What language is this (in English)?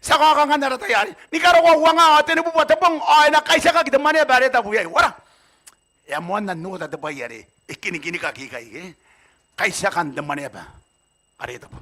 Gilbertese